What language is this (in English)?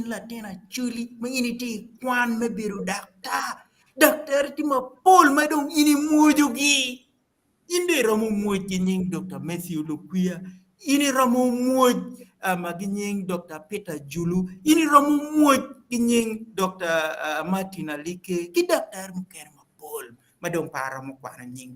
Acoli